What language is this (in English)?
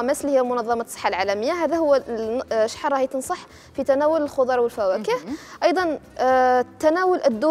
Algerian Arabic